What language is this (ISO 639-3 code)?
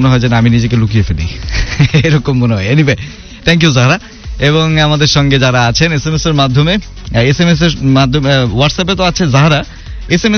ben